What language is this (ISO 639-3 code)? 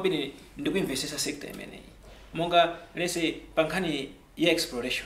nya